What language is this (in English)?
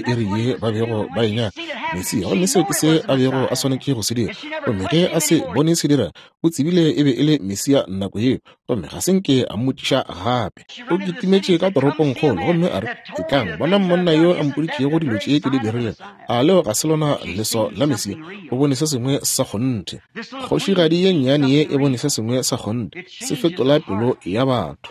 Northern Sotho